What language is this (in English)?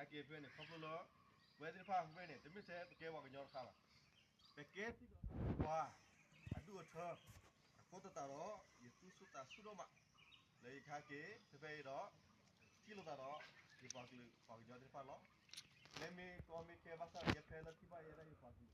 S'gaw Karen